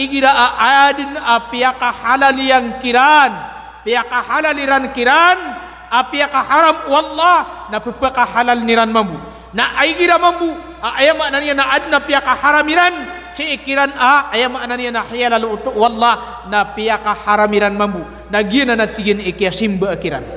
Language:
Maranao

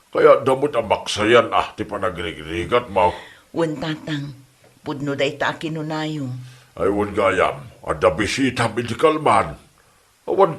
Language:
Iloko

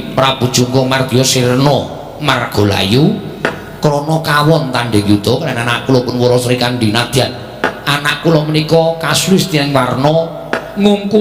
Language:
Javanese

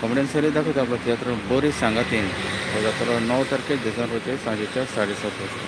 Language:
Konkani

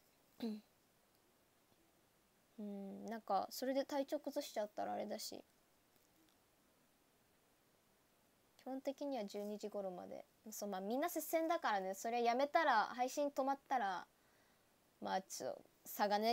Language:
Japanese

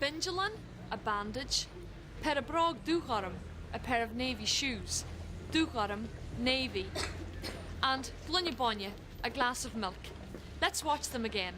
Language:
Irish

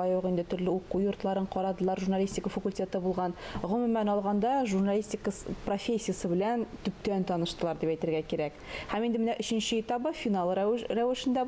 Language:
Tatar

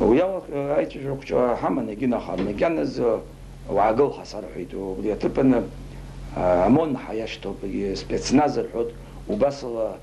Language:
Abkhazian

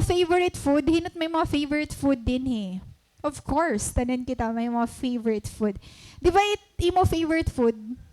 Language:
Waray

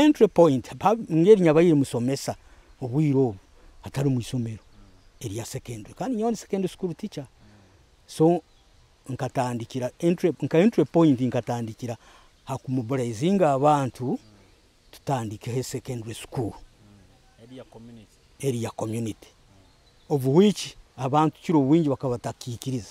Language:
Nyoro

